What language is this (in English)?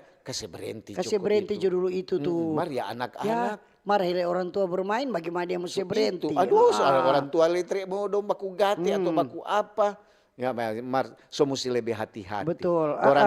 Manado Malay